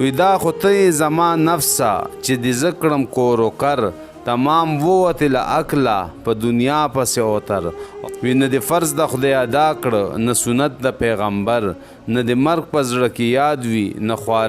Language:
Pashto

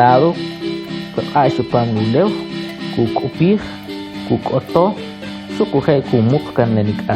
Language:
Kʼicheʼ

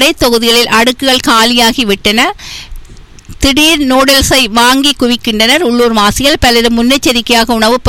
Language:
Tamil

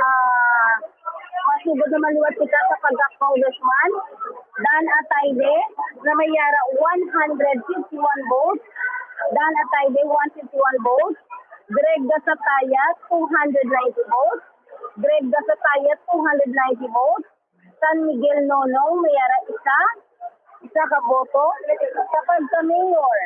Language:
Hiligaynon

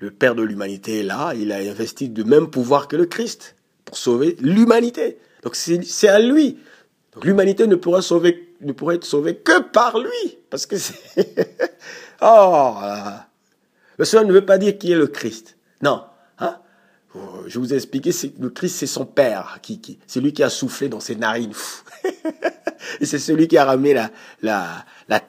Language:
French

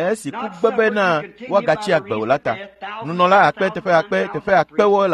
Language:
Ewe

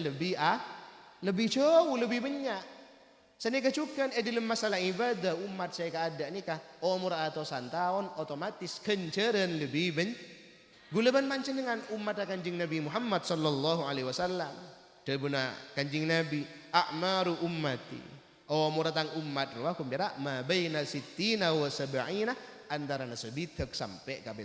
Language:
Madurese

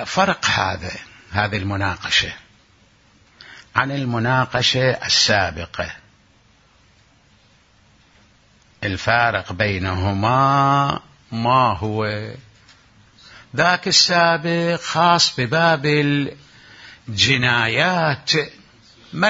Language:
Arabic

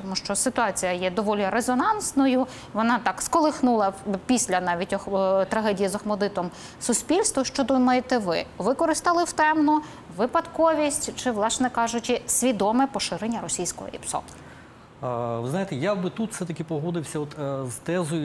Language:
Ukrainian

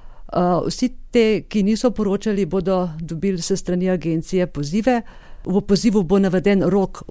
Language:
Slovenian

